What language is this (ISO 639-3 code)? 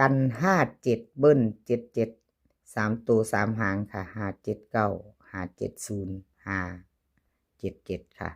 tts